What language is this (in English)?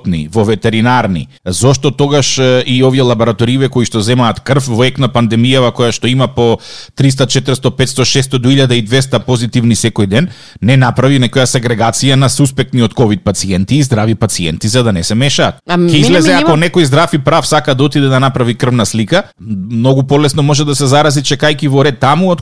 Macedonian